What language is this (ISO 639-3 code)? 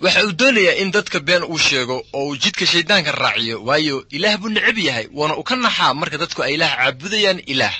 som